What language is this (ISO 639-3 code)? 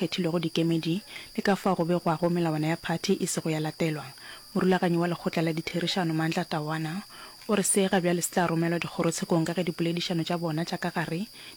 nso